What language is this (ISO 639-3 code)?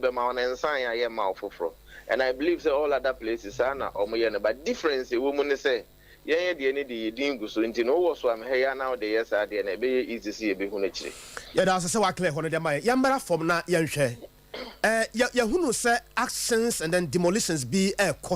aka